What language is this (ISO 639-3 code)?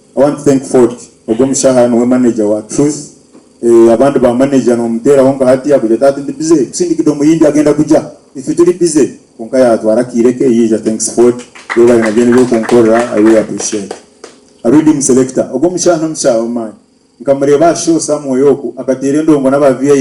nyn